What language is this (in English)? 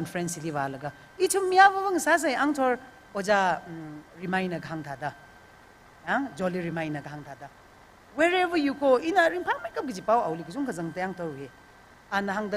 Tangkhul Naga (India)